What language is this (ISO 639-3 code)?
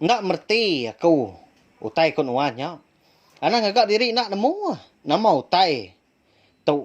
iba